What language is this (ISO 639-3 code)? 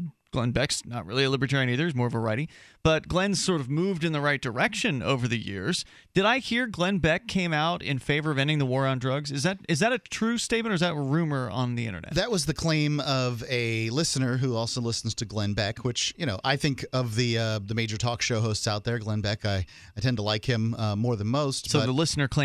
eng